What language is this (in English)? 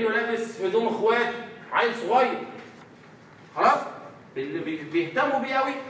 Egyptian Arabic